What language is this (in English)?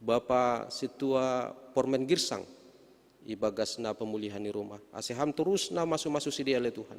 Batak Simalungun